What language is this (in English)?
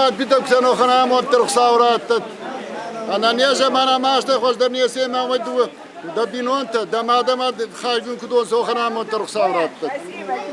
Ossetic